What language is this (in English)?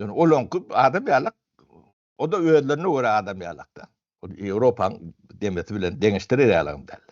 Turkmen